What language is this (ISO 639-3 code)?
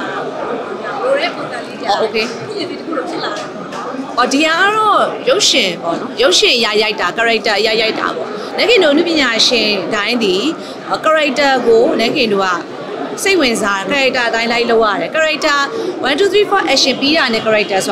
mya